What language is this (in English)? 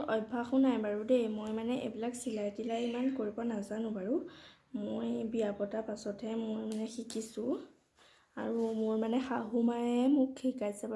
Assamese